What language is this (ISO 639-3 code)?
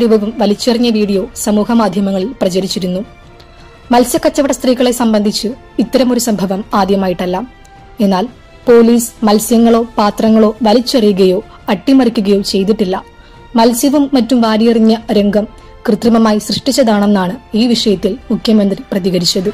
mal